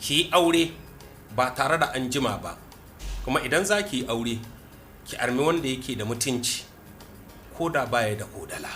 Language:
Hausa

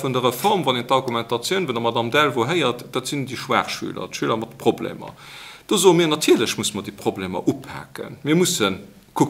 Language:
Luxembourgish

